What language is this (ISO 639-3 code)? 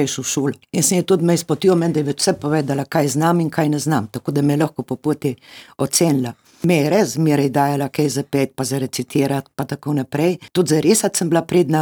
slv